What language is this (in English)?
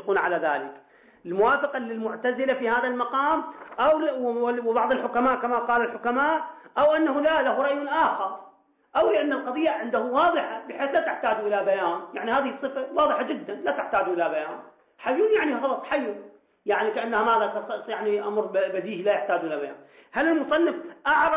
Arabic